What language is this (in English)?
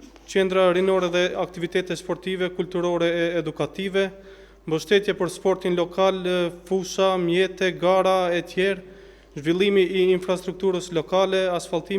Albanian